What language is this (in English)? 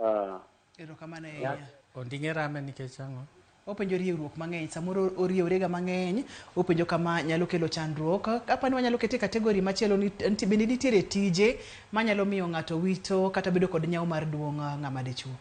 Luo (Kenya and Tanzania)